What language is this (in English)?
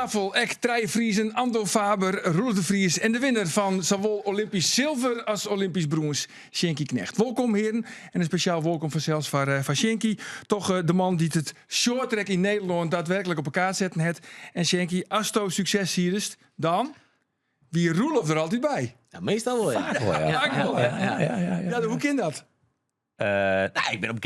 Western Frisian